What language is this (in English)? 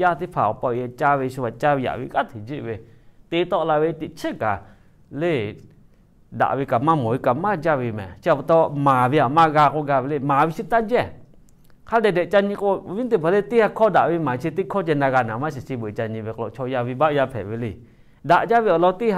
Lahu